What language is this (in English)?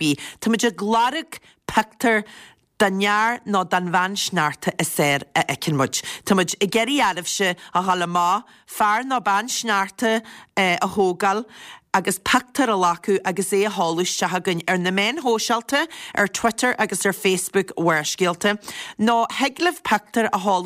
Irish